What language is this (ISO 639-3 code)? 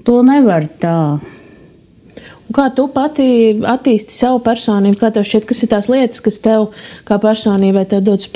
lav